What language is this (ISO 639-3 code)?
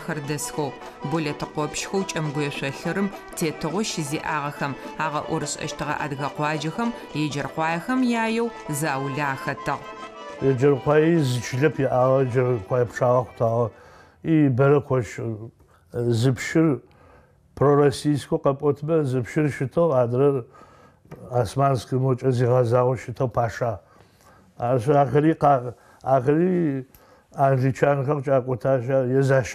ady